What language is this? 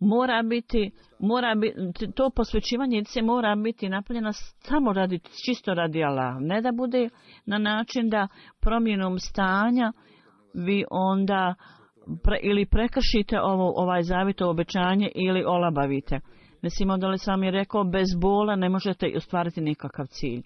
Bosnian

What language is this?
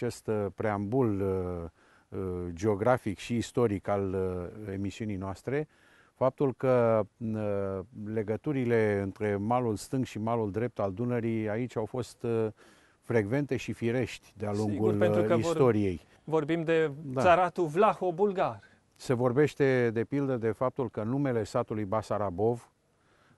Romanian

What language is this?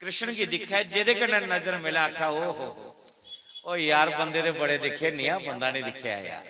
Dogri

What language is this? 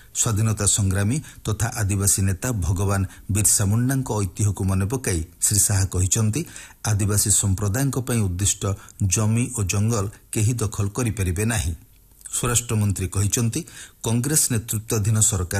Odia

